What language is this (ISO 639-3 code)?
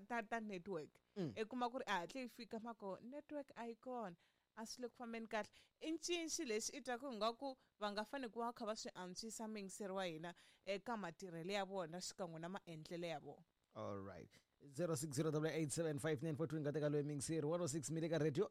tso